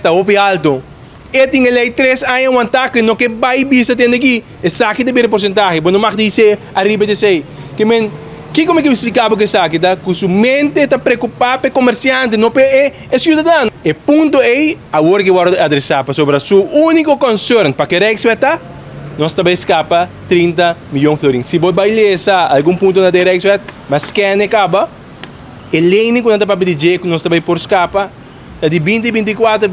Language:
Papiamento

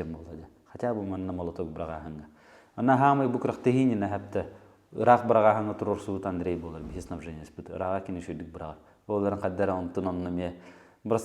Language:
Yakut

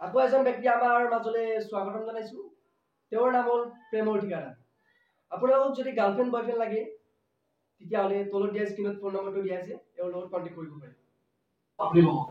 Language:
Assamese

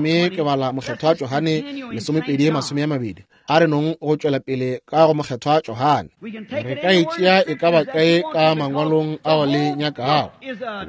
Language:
Northern Sotho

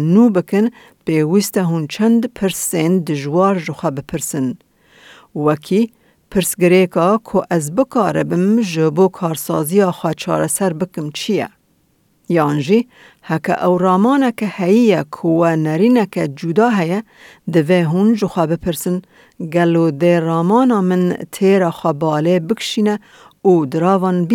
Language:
Kurdish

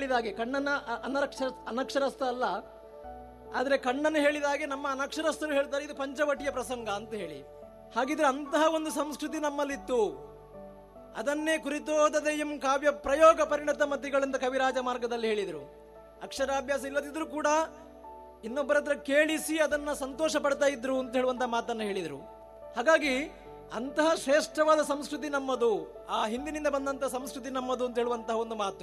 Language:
Kannada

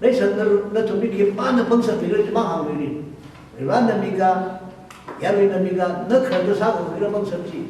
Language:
Tangkhul Naga (India)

